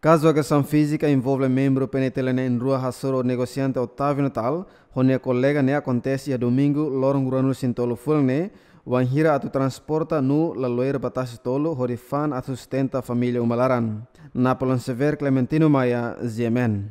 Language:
Tetum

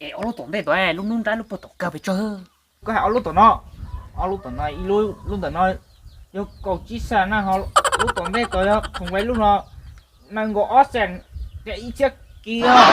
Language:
Hmong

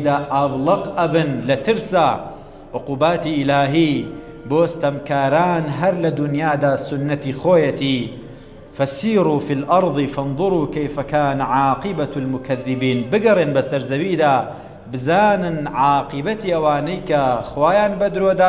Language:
Central Kurdish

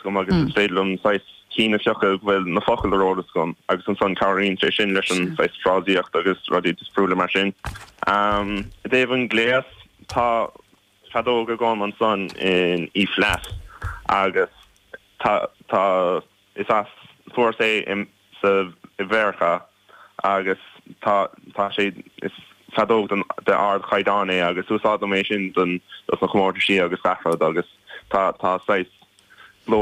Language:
Irish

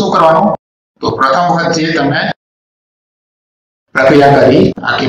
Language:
Gujarati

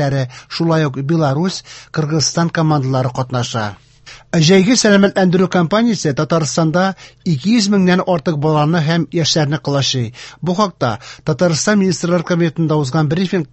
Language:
Tatar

